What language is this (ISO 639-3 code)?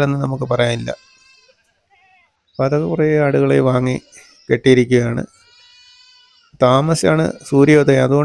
mal